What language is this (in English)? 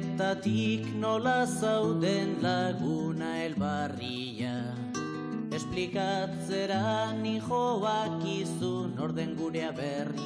Basque